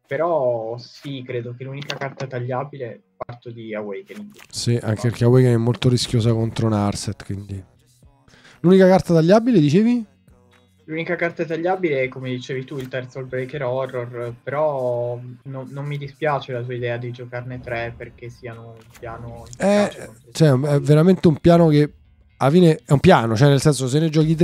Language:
Italian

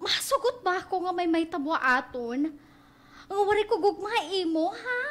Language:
Waray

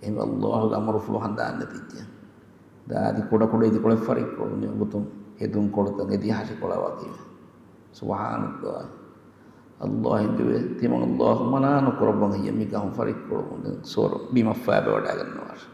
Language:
Divehi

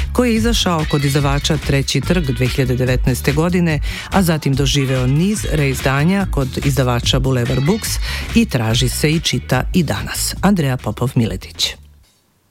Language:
Serbian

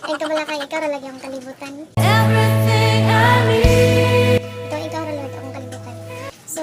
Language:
Cebuano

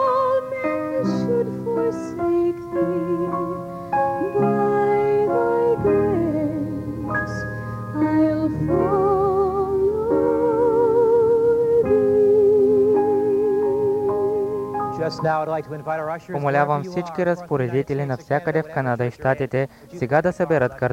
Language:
Bulgarian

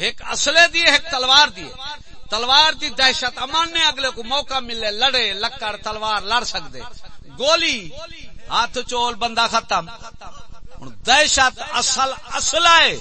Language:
Saraiki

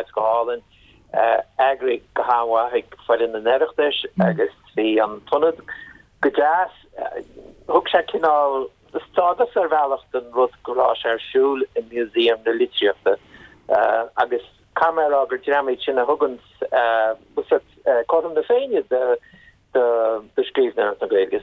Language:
Irish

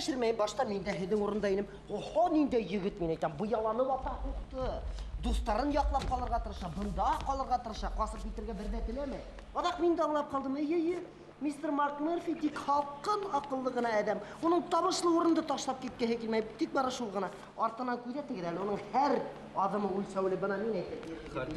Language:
Bashkir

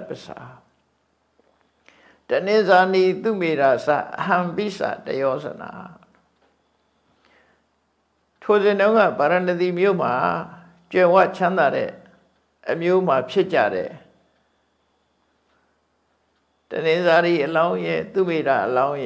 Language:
Burmese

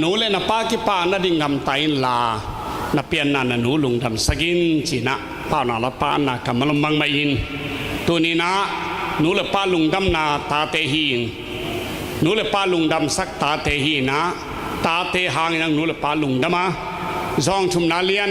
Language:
Tedim Chin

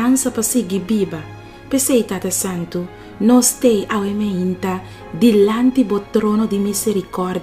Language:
Papiamento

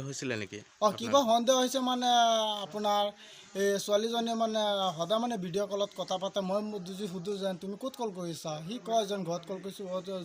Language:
Assamese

